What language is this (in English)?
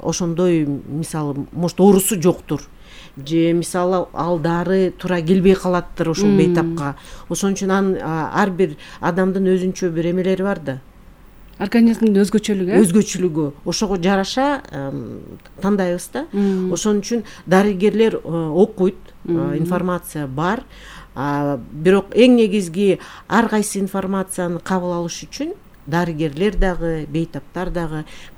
Kyrgyz